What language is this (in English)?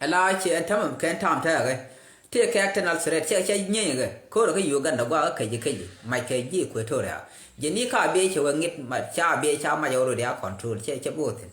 Nuer